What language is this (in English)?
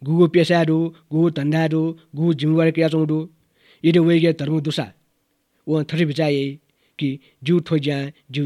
Newari